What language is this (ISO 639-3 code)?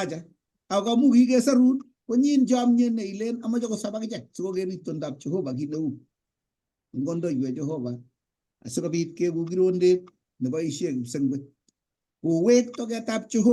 kln